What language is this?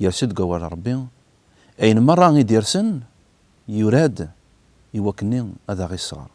Kabyle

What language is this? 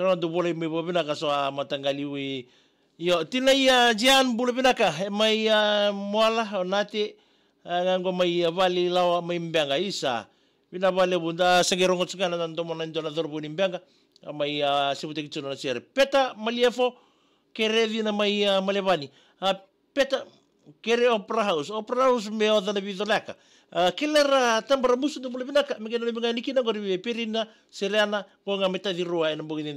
Fijian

